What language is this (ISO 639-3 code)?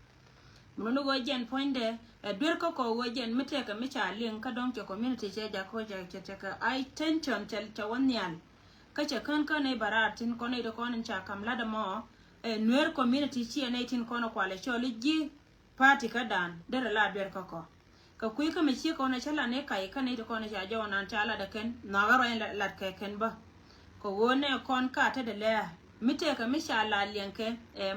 nus